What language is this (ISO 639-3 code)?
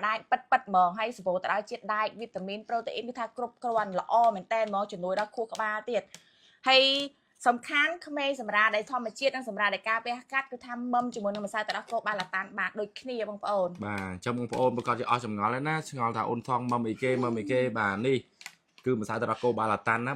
khm